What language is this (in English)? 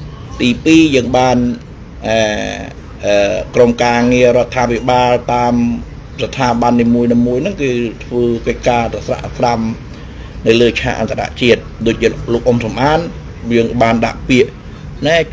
Khmer